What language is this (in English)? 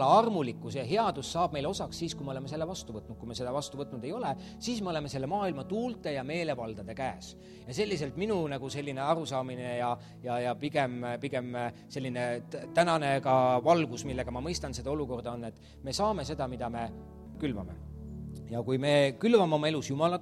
Estonian